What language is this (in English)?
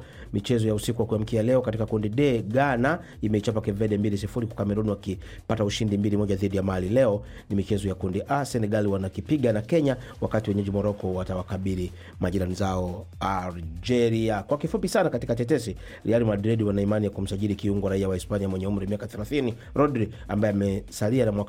Swahili